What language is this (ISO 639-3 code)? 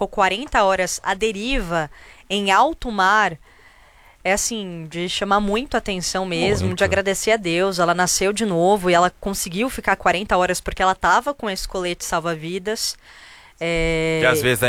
por